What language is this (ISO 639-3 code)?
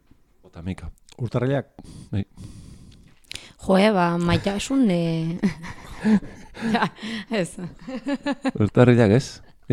eus